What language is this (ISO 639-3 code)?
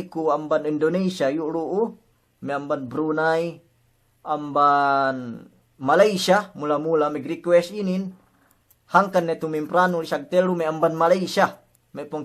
yka